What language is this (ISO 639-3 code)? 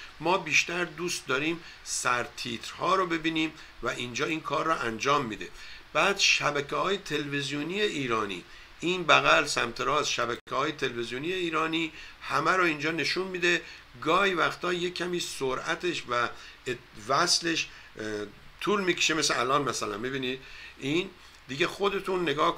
fas